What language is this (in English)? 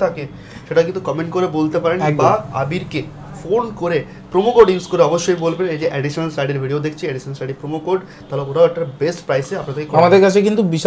Bangla